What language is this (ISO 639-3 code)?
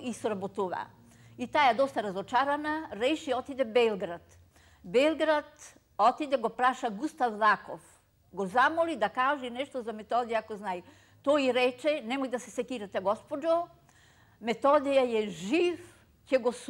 mkd